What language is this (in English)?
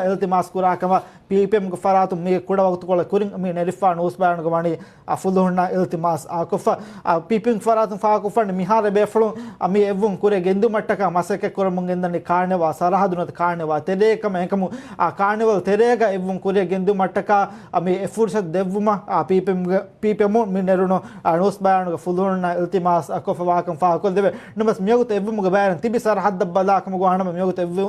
Divehi